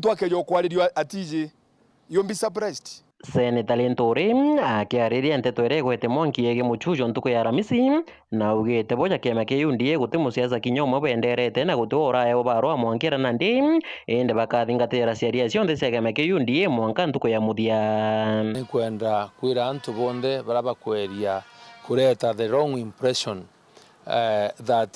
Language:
Meru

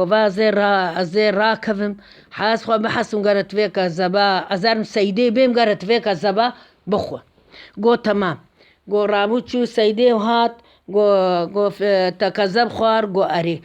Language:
Kurdish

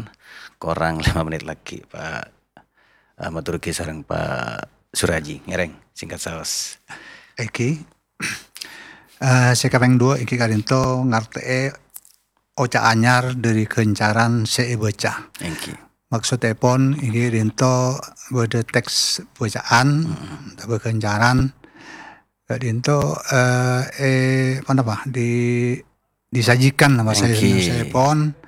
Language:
Madurese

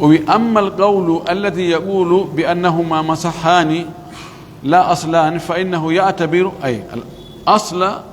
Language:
Pular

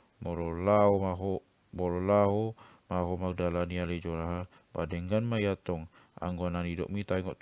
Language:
Batak Toba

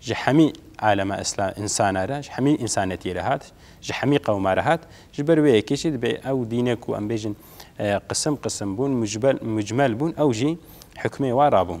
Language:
Kurdish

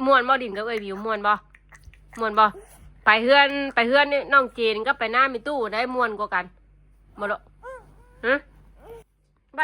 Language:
Northeastern Thai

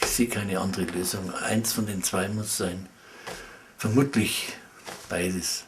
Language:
Bavarian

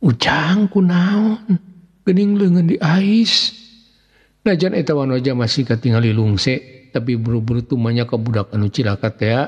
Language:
Sundanese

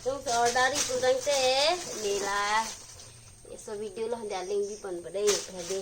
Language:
Karbi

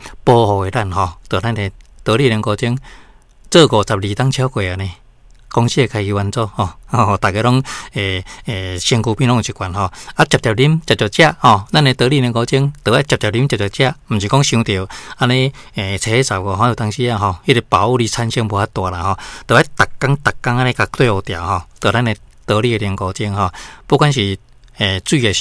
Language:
Min Nan Chinese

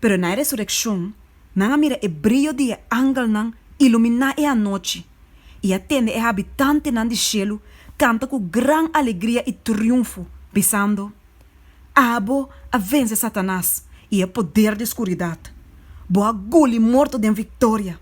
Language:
Papiamento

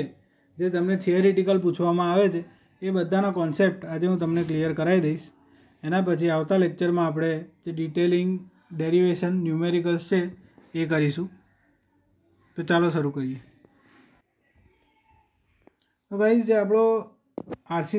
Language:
Gujarati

